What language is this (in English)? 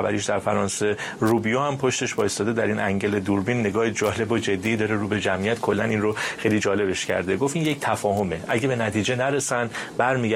Persian